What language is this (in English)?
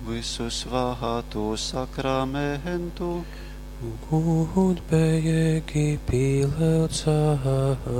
Latgalian